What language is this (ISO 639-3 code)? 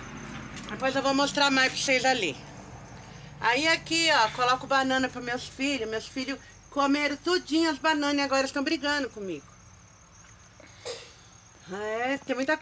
por